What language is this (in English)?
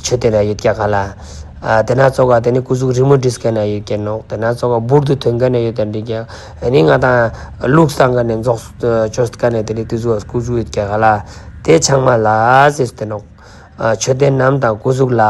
Ladakhi